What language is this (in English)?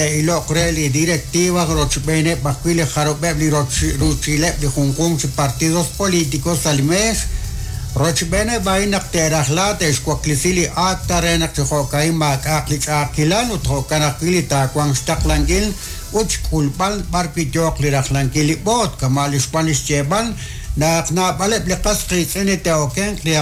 Kekchí